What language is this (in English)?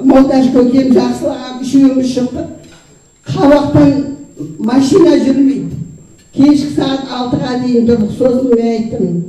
Kazakh